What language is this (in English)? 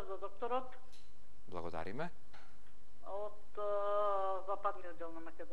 Macedonian